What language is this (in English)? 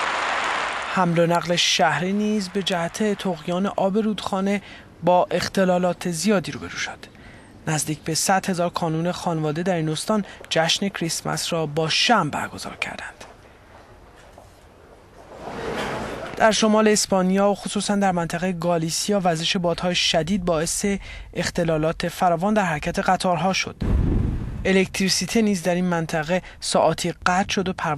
Persian